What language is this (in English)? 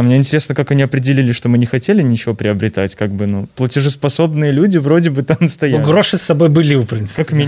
Belarusian